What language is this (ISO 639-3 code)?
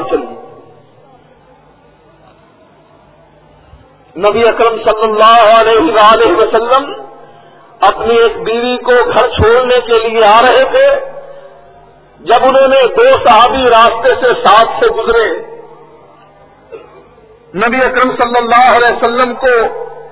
urd